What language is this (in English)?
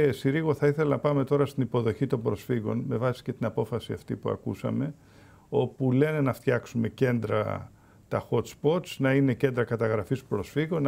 Greek